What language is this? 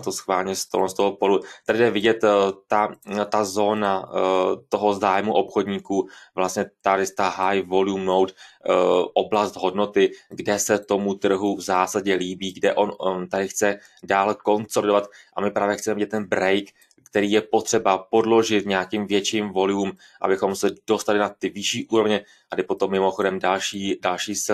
Czech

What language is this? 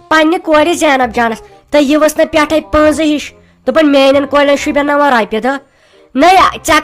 Kashmiri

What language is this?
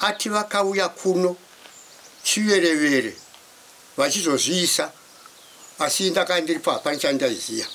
Shona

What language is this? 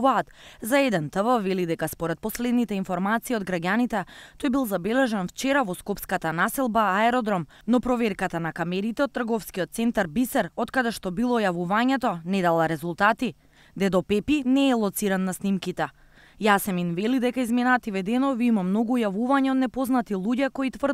Macedonian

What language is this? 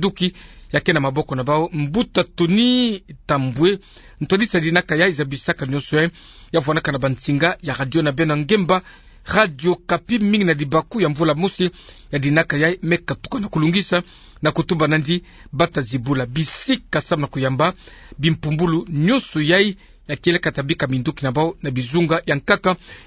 Kituba (Democratic Republic of Congo)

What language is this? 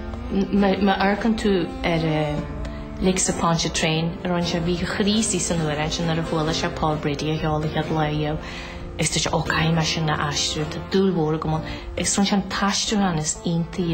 Irish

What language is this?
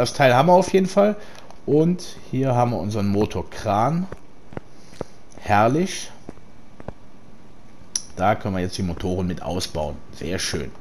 German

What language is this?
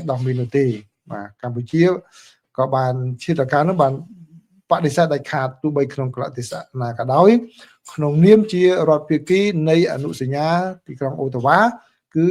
Khmer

